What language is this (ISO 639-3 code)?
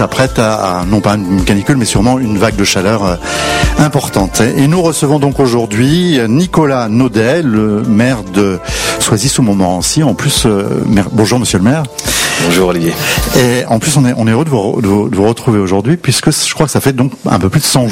fra